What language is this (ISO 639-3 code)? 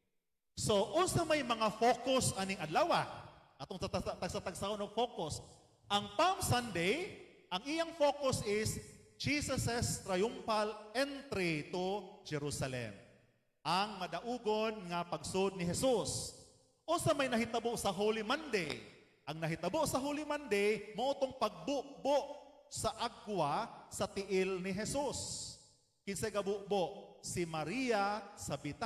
ceb